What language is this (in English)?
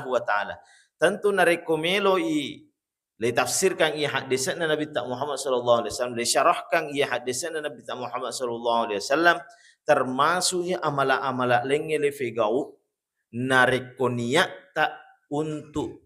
Buginese